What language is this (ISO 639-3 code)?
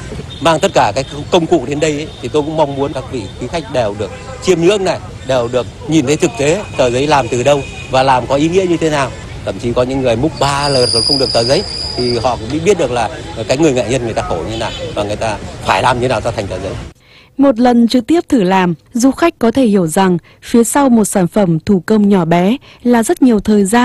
vie